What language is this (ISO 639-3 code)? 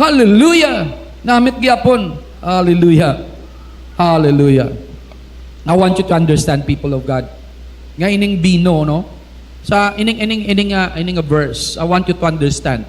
hil